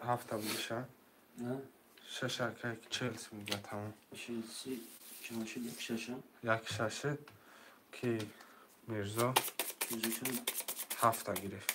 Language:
Tajik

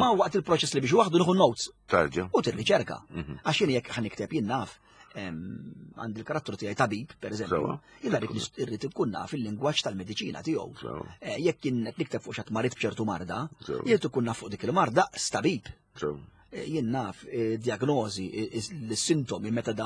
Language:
Maltese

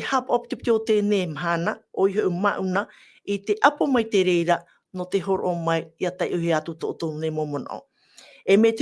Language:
Tahitian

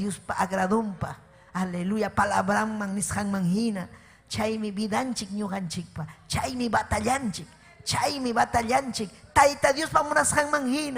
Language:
Ayacucho Quechua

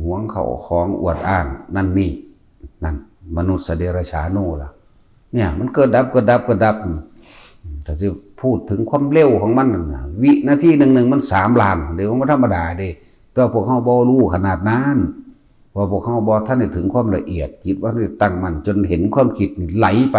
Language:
Northeastern Thai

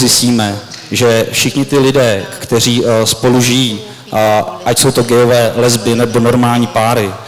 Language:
Czech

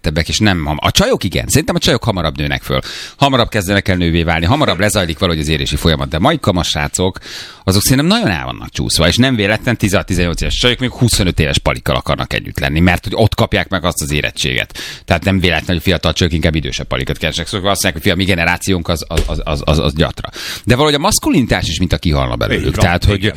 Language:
Hungarian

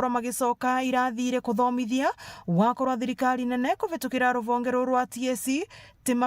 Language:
Meru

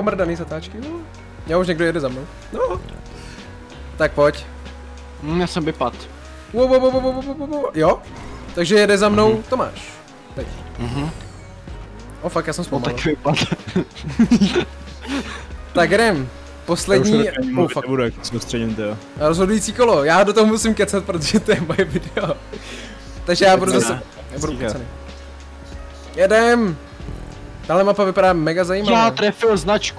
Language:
Czech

